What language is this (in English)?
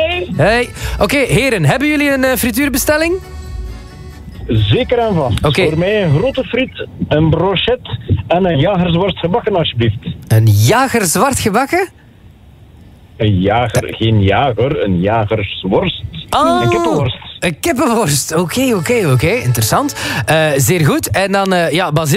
Dutch